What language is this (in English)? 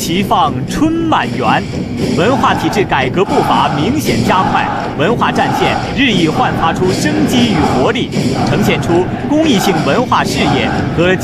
Chinese